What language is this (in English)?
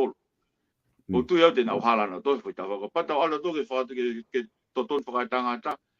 Tongan